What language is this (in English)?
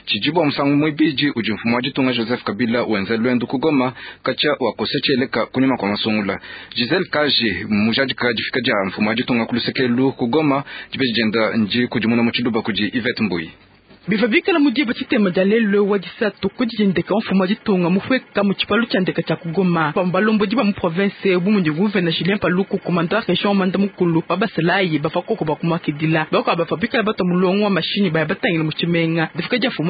Luba-Lulua